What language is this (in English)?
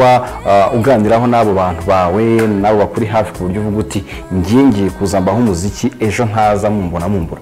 Kinyarwanda